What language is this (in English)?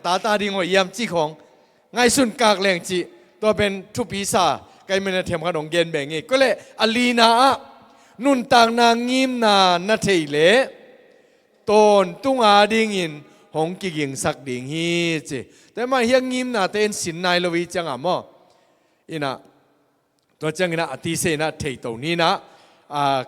Tedim Chin